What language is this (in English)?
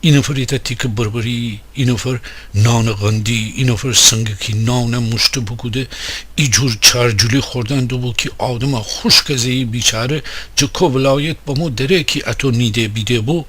Gilaki